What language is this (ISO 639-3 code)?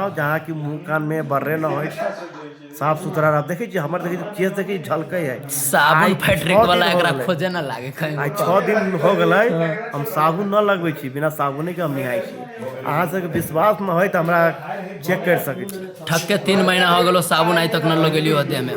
mai